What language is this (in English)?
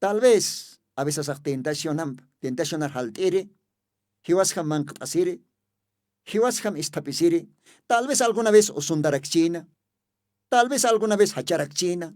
Aymara